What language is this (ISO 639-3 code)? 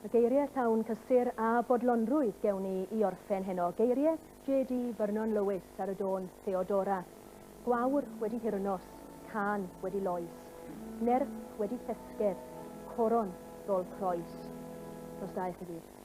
cym